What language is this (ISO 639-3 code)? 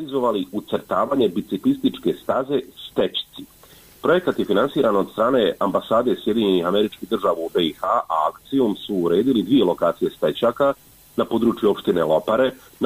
bos